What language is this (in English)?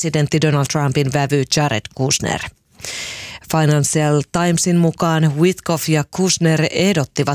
Finnish